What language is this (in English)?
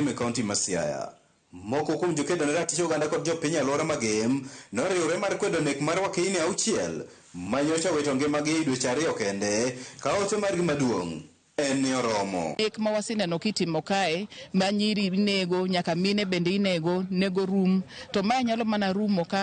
Luo (Kenya and Tanzania)